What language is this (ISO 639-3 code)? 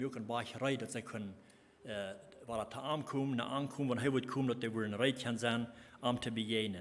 pdt